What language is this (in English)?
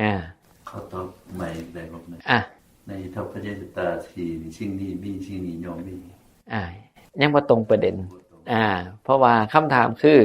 Northeastern Thai